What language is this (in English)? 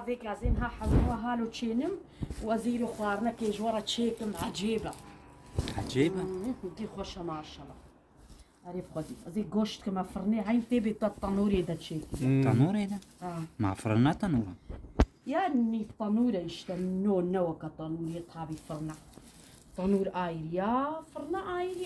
Kurdish